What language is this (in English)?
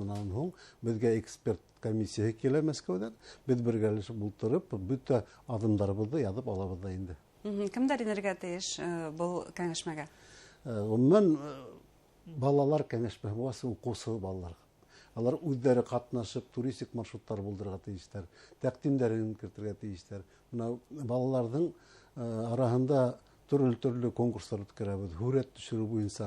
Bashkir